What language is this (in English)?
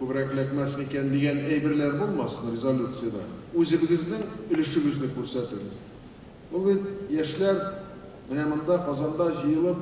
Tatar